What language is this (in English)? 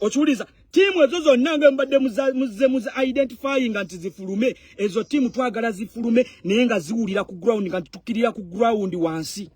Ganda